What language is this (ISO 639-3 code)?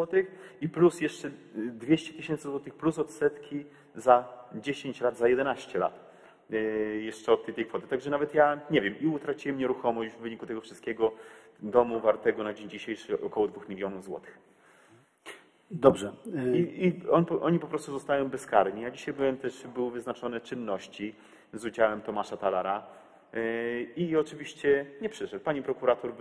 pol